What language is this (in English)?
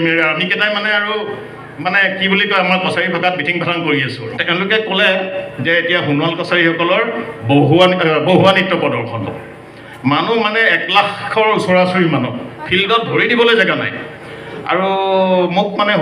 Assamese